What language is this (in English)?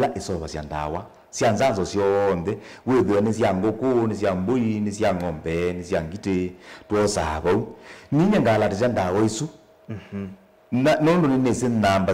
Kamba